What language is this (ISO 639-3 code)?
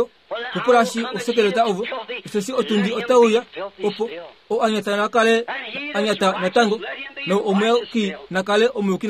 kua